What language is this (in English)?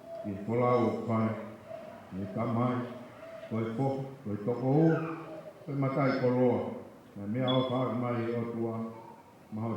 Tongan